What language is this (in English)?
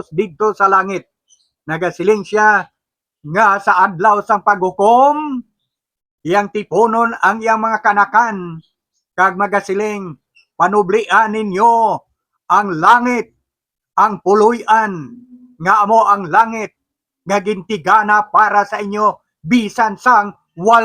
Hiligaynon